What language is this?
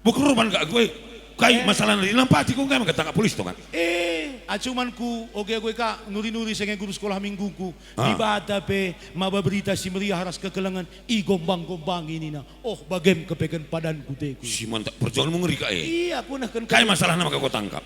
Batak Karo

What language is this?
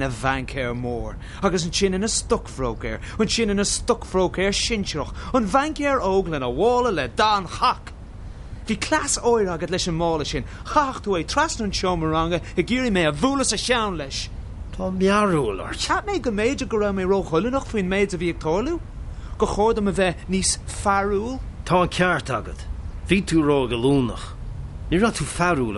Irish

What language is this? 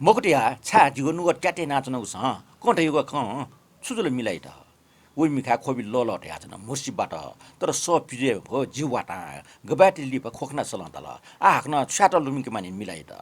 Newari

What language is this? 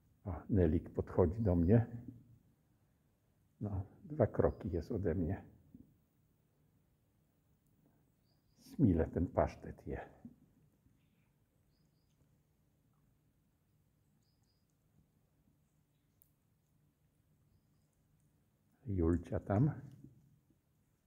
Polish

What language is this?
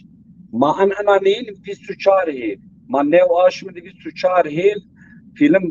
Zaza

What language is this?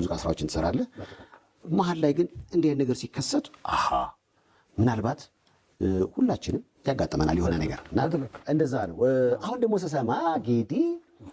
Amharic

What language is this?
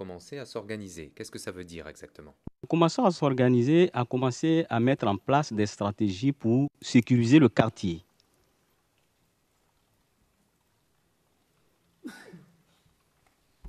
French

